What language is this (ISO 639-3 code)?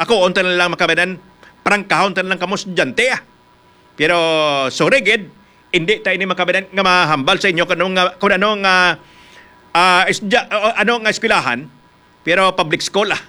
hil